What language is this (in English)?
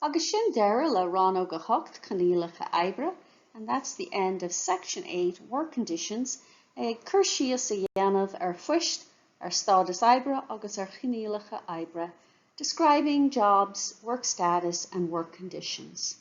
Irish